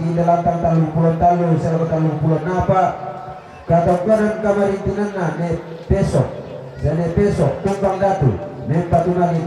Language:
Toraja-Sa'dan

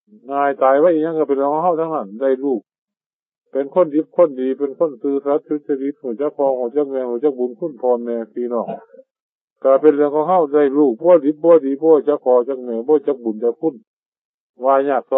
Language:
Northeastern Thai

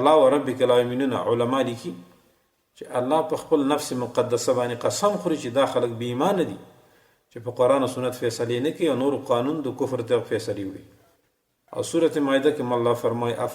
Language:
Pashto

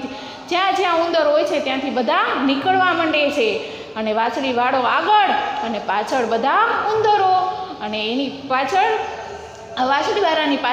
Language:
Gujarati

